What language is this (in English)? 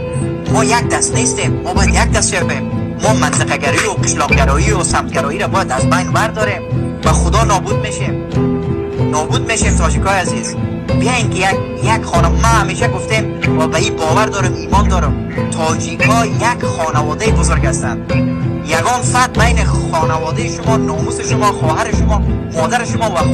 Tajik